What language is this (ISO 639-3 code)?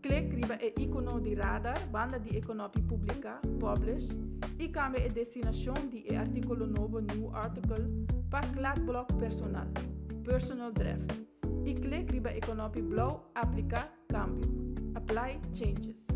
pap